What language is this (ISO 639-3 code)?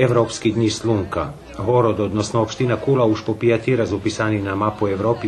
rue